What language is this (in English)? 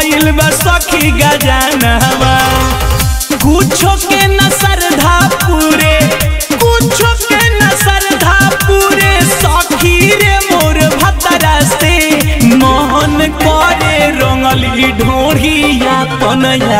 Bhojpuri